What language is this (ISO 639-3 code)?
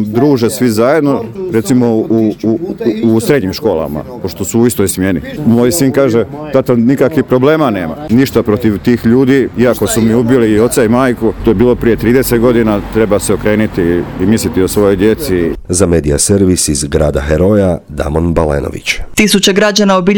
hrv